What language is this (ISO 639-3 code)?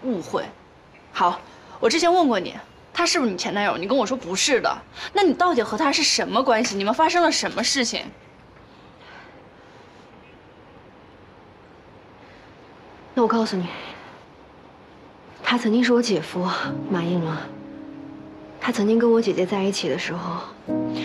zho